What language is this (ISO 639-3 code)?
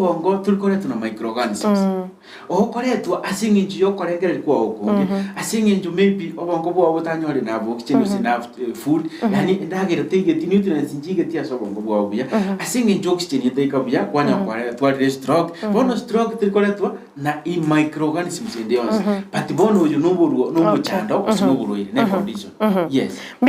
guz